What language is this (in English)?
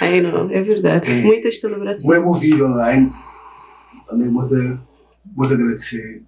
Kabuverdianu